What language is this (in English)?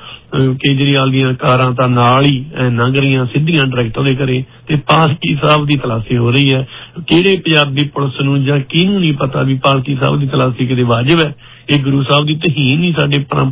Punjabi